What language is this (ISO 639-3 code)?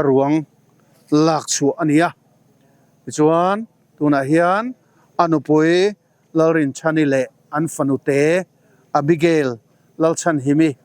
lus